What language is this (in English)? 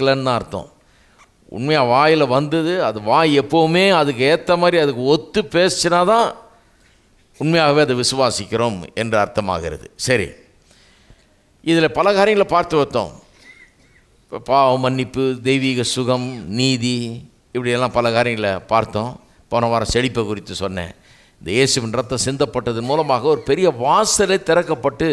Tamil